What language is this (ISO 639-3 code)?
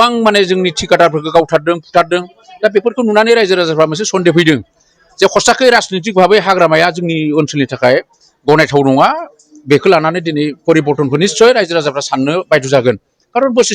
brx